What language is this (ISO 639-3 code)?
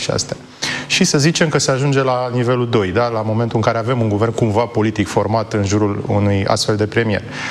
ron